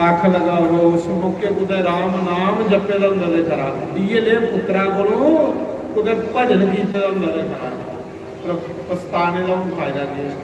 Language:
Dogri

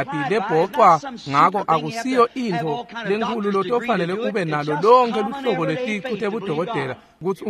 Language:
Swati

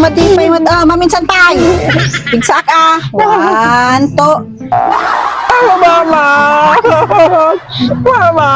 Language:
Iloko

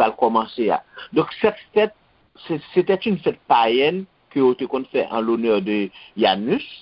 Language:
Haitian Creole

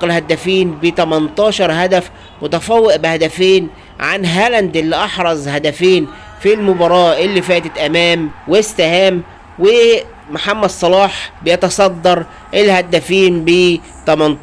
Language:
Egyptian Arabic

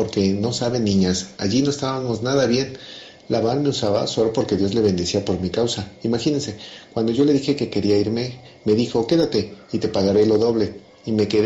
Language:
Spanish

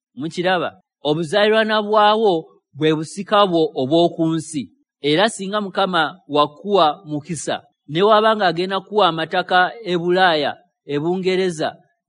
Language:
Ganda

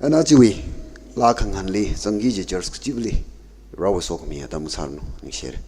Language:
Tangkhul Naga (India)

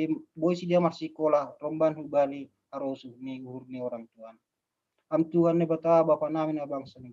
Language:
Batak Simalungun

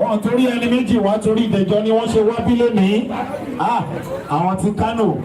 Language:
Yoruba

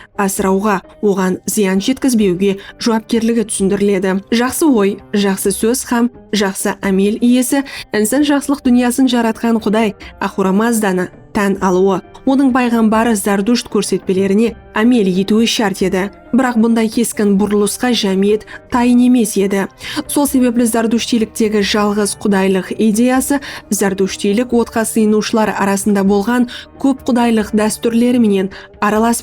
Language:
Kara-Kalpak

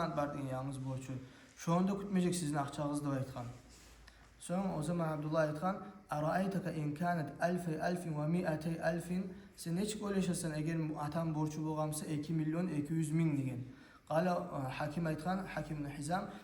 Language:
Kumyk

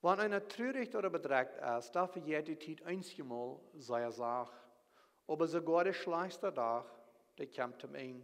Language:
Plautdietsch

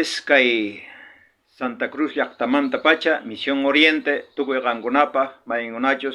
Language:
South Bolivian Quechua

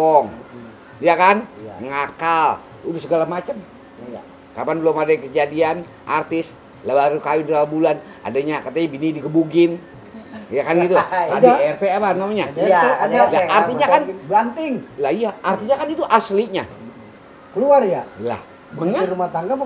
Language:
Betawi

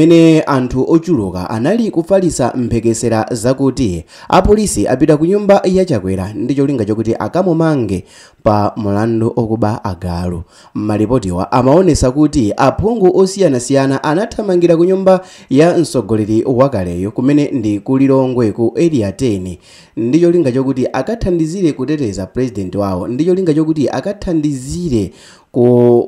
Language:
Nyanja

